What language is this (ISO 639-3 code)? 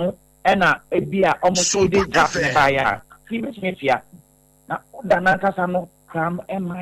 aka